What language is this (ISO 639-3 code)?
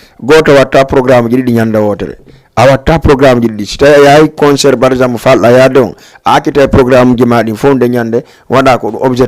ful